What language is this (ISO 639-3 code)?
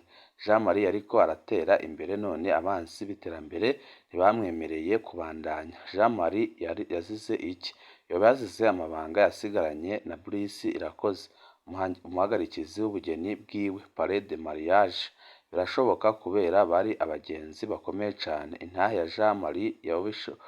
run